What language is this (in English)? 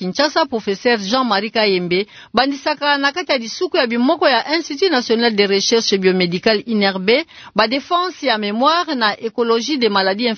Kituba (Democratic Republic of Congo)